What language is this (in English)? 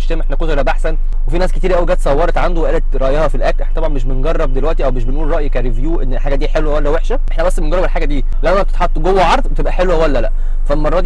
Egyptian Arabic